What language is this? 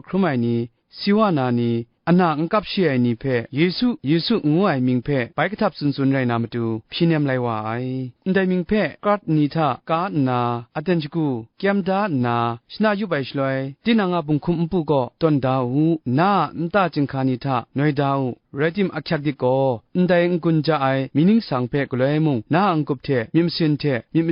Kachin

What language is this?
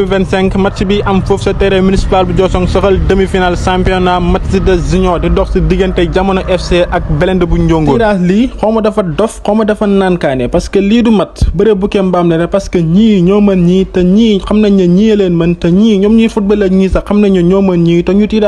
Wolof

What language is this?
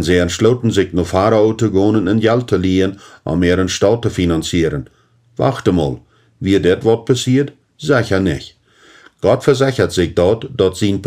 Plautdietsch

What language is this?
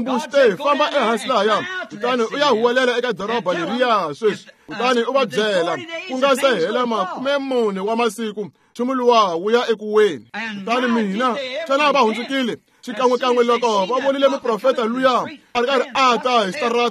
Tsonga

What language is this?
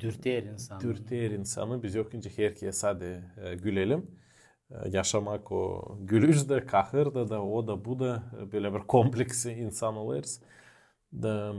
Gagauz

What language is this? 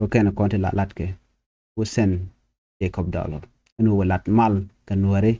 Nuer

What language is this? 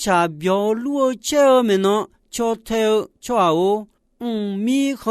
Akha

